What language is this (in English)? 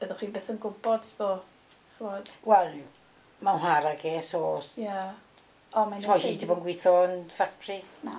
Welsh